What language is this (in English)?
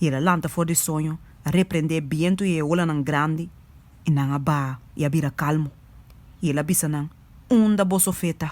Papiamento